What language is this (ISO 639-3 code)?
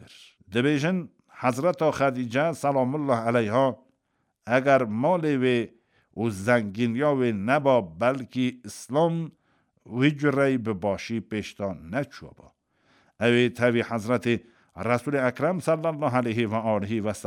kur